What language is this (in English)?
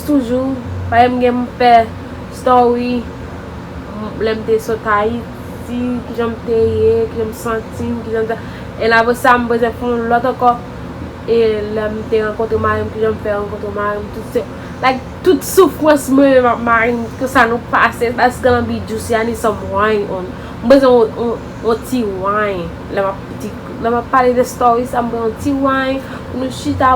Haitian Creole